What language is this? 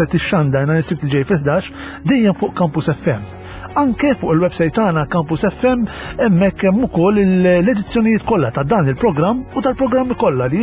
Maltese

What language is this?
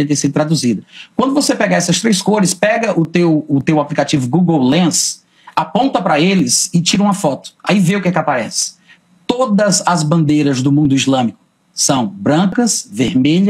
Portuguese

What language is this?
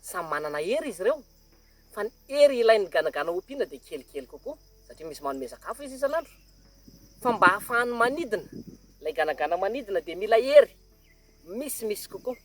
Malagasy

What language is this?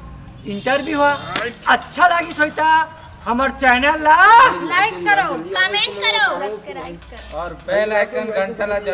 Chhattisgarhi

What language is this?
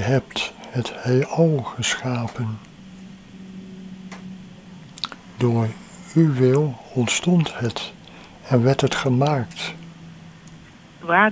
Dutch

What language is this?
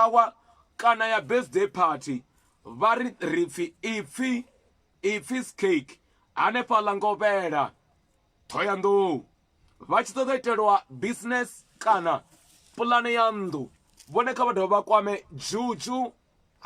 Venda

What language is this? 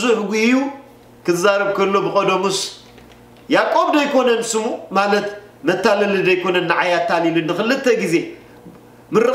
Tigrinya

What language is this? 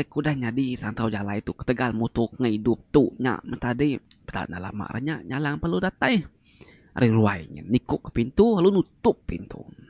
Iban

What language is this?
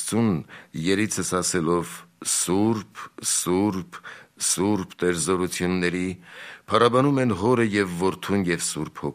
Armenian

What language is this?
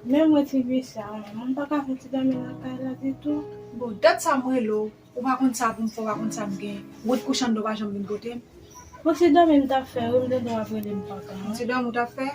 Haitian Creole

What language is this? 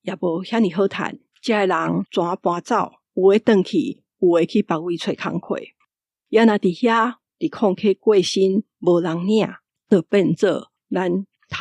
Min Nan Chinese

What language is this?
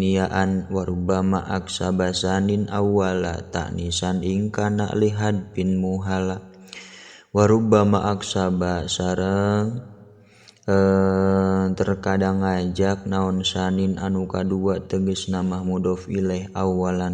Sundanese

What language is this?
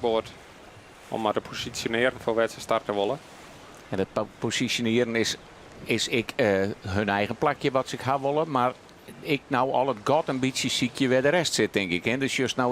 Western Frisian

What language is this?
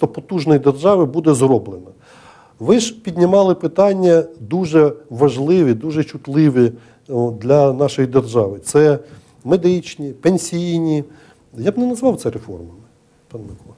Ukrainian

